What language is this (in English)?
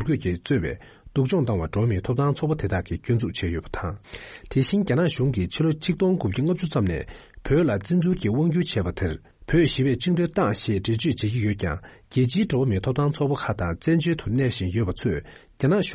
Tibetan